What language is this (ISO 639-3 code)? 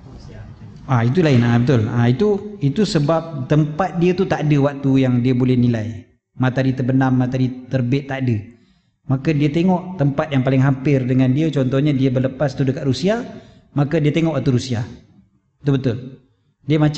msa